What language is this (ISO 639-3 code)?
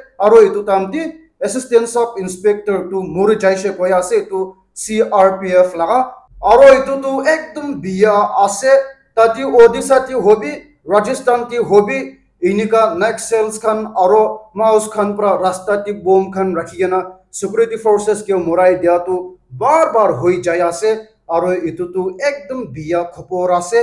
nag